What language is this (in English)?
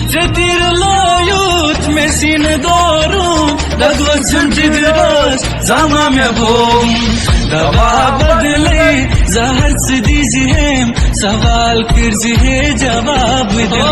Kashmiri